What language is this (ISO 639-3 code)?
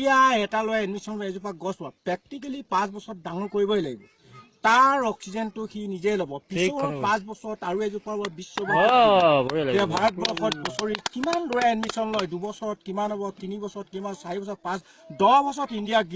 asm